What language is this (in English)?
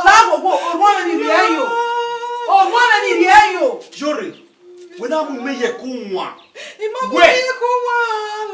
Bini